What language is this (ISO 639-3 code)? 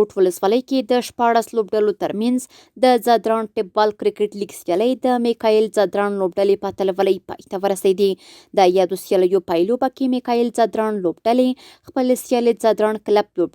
pus